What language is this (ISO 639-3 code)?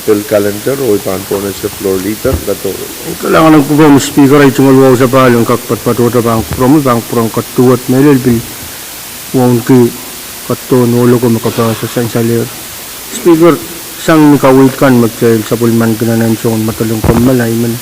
pon